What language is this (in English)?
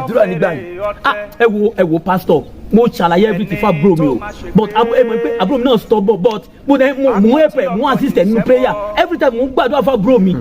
Yoruba